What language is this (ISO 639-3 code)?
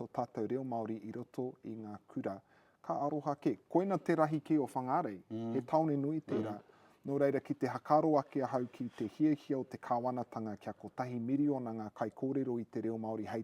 mri